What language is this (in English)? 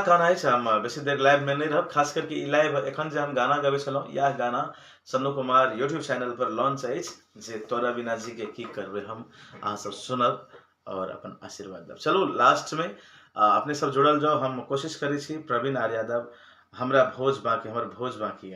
Maithili